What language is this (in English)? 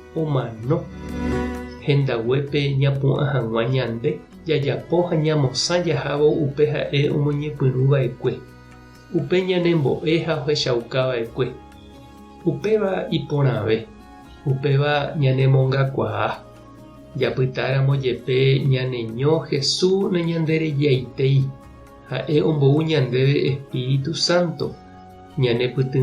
Guarani